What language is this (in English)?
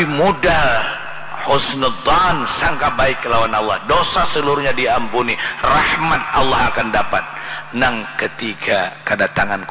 Banjar